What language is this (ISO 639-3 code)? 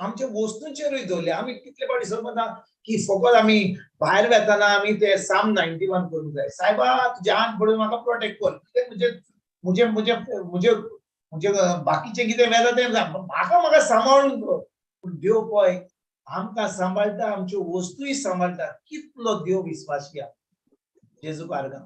kok